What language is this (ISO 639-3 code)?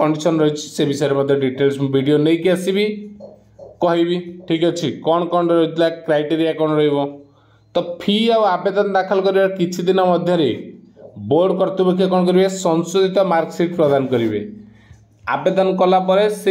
ori